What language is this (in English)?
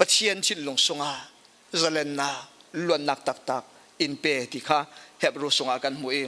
Falam Chin